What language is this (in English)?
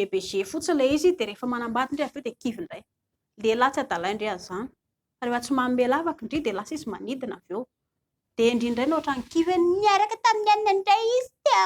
Malagasy